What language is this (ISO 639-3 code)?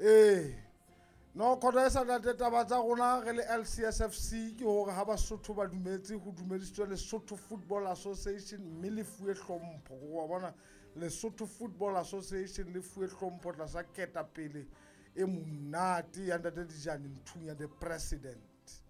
sot